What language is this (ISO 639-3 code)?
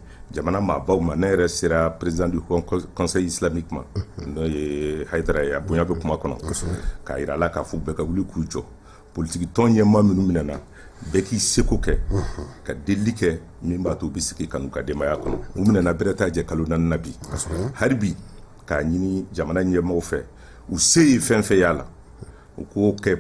bam